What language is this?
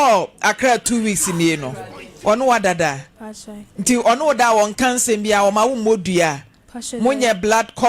Akan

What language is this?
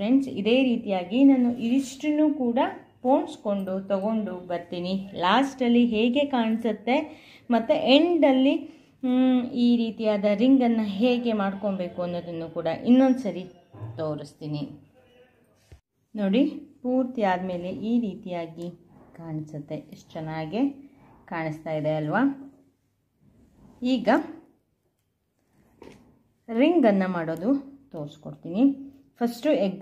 Kannada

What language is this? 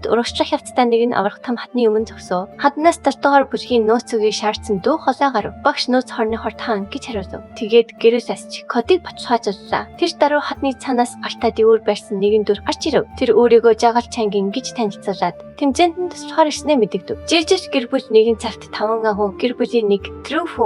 Mongolian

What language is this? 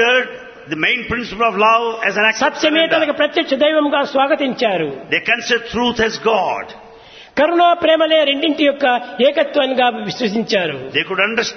Telugu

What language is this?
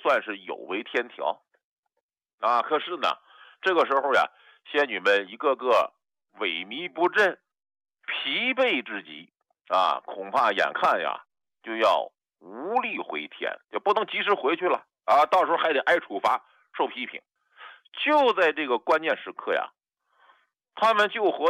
Chinese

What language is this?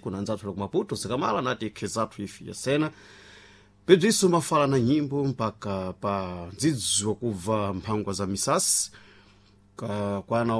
Sena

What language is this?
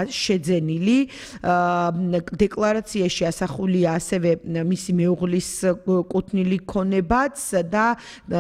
Georgian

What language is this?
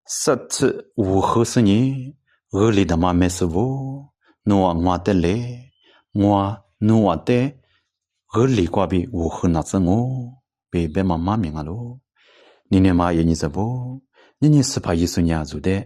Lisu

